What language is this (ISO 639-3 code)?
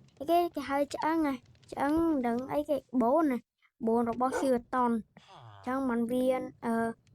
khm